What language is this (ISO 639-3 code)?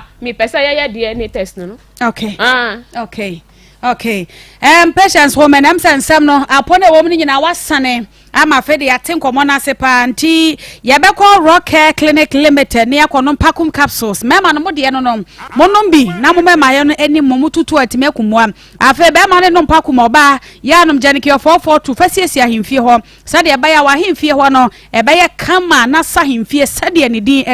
aka